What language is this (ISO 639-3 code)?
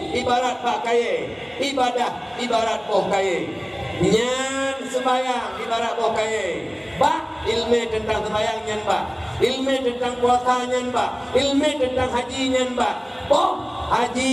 ace